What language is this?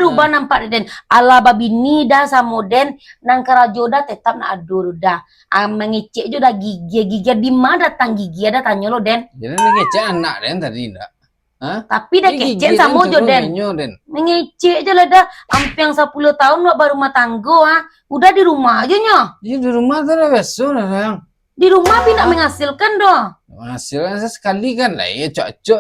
Minangkabau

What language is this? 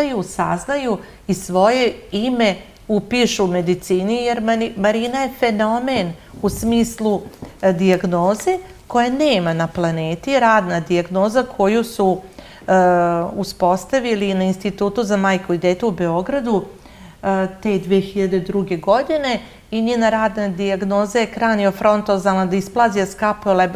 Serbian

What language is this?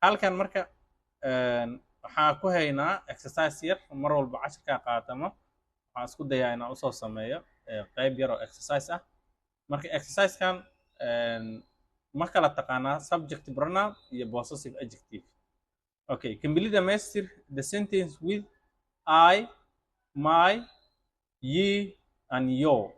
Somali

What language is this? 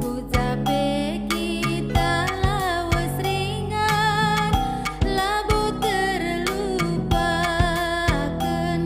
Batak Karo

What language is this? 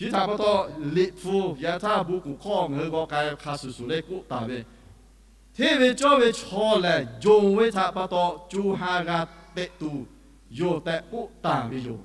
Lahu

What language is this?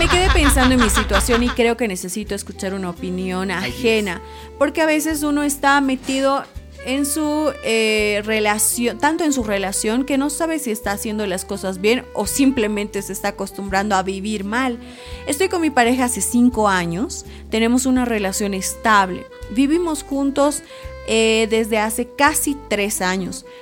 Spanish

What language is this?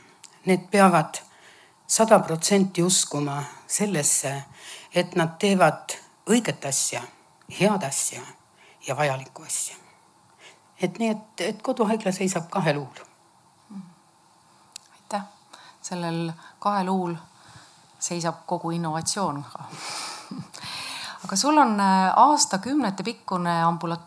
Estonian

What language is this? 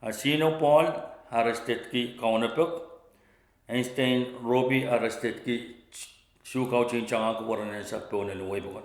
Pohnpeian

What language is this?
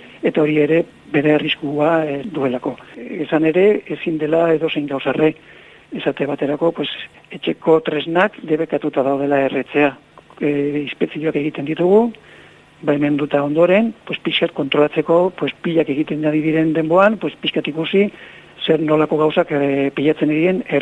Basque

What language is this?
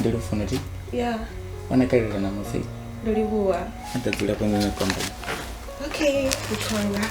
Venda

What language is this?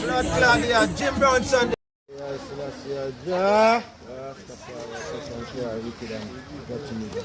Jamaican Creole English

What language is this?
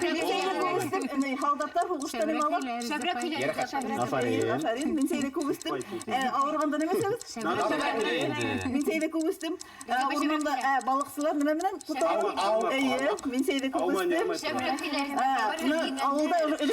Bashkir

